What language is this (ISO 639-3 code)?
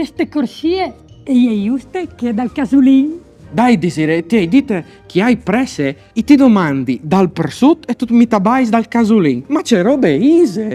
fur